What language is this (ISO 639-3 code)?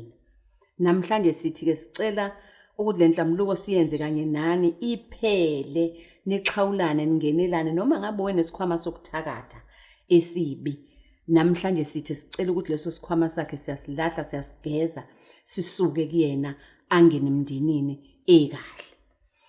zul